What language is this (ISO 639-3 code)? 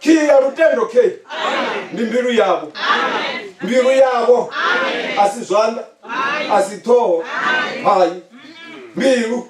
ven